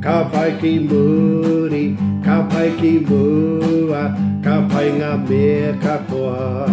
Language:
Māori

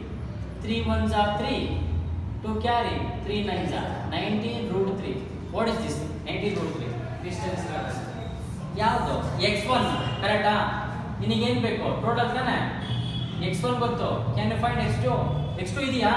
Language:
Kannada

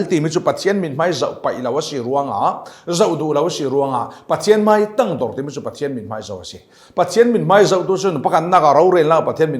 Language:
Falam Chin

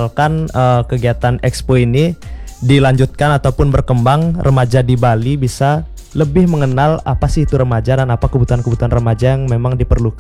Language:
Indonesian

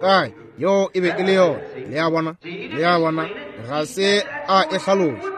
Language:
Northern Sotho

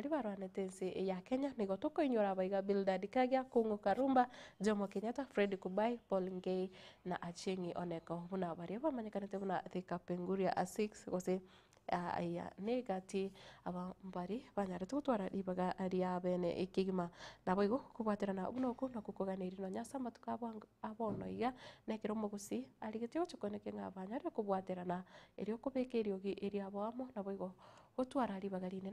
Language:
Gusii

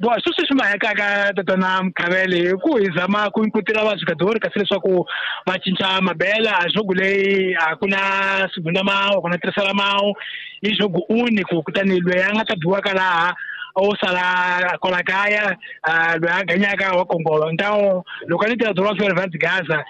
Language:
Tsonga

